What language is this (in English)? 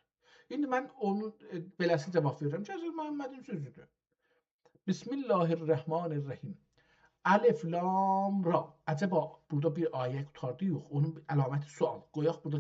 South Azerbaijani